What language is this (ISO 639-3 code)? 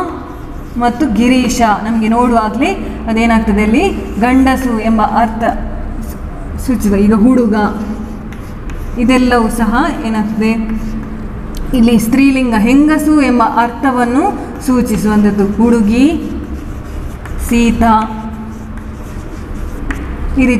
kan